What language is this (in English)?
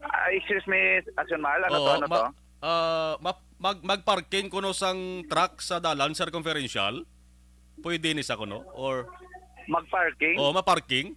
Hiligaynon